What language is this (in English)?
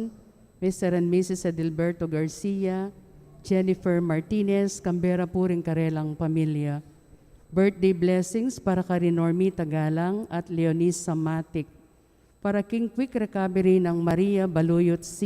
Pampanga